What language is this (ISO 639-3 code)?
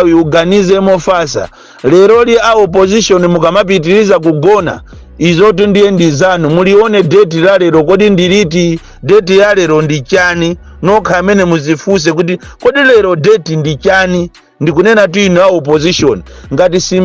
nya